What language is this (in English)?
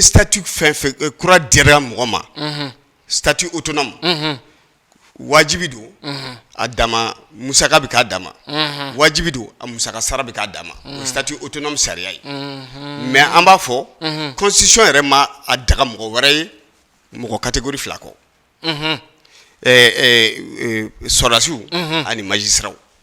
Bambara